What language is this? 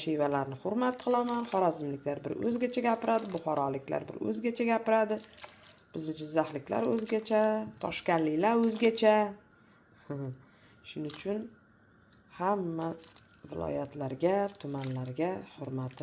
Uzbek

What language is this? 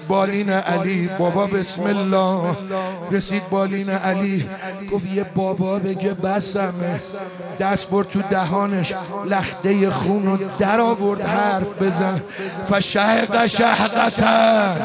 Persian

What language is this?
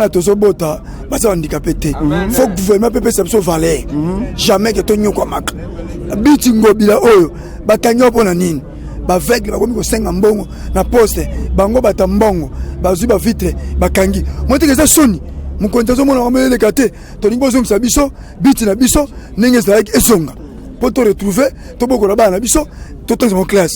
Lingala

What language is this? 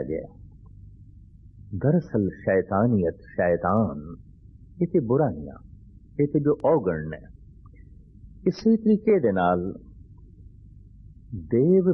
Punjabi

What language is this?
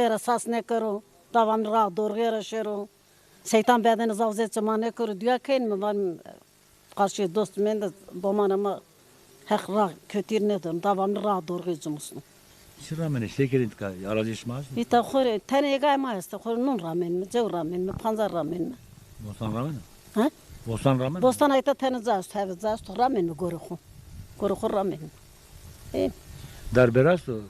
Zaza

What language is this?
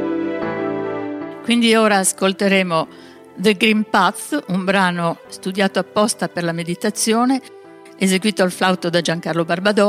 Italian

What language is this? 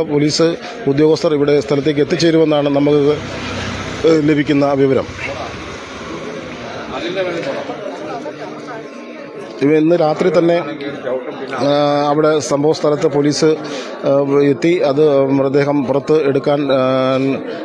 Malayalam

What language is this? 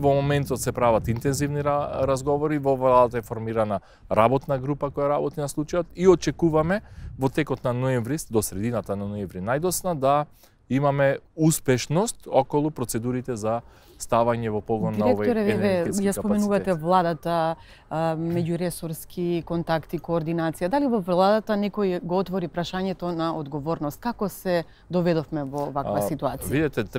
Macedonian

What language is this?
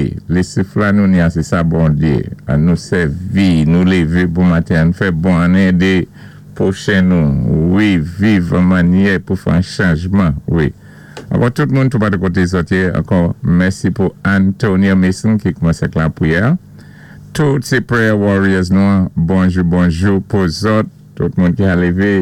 Saint Lucian Creole French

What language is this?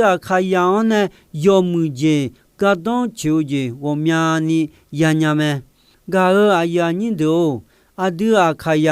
Akha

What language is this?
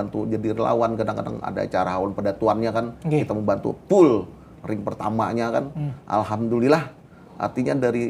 Banjar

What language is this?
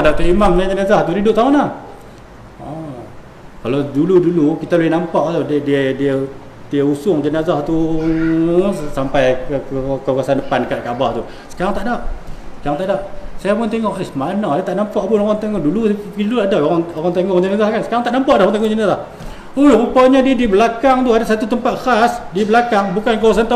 Malay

